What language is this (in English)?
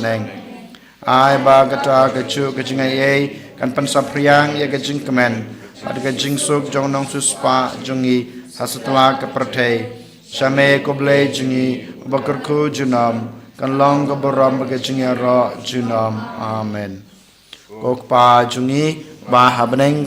Khasi